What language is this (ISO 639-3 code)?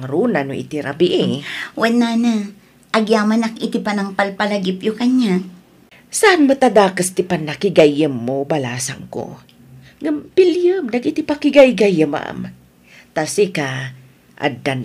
ilo